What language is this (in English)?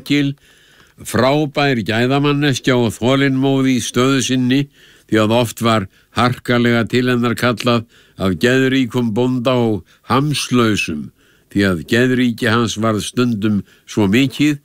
Icelandic